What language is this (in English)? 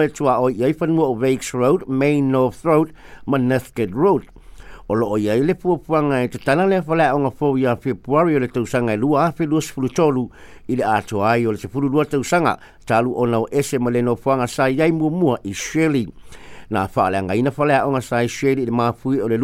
Samoan